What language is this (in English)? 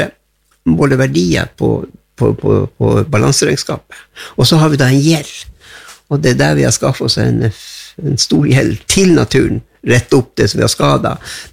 Norwegian